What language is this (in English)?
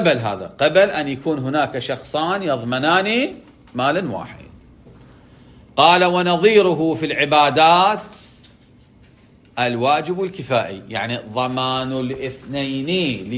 Arabic